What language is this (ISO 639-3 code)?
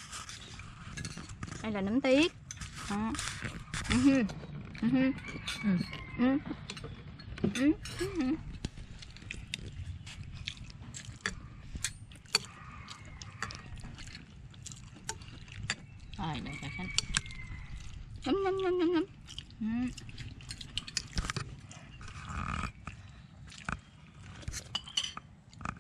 vie